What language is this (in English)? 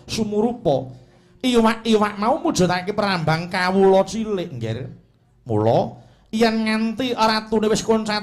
Javanese